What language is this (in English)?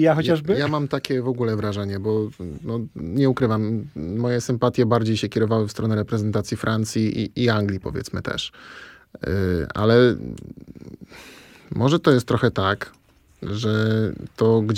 Polish